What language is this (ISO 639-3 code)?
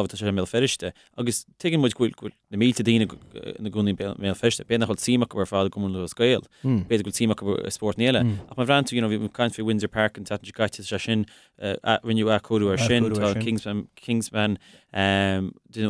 gle